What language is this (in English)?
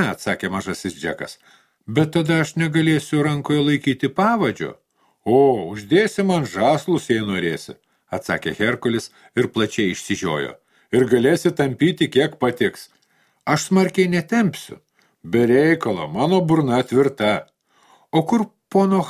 Lithuanian